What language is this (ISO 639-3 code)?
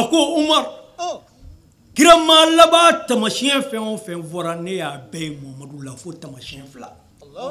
bam